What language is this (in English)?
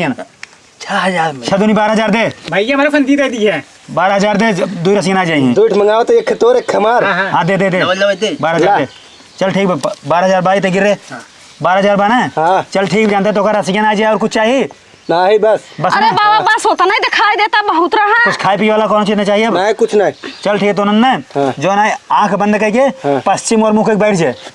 Awadhi